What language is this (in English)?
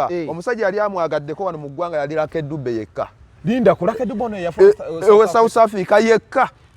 Ganda